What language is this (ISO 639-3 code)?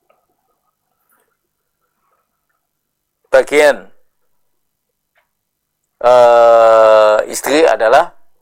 ind